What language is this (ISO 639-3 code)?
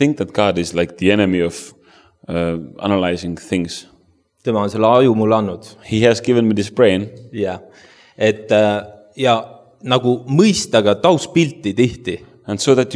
est